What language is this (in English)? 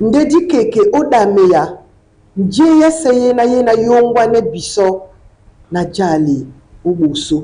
Duala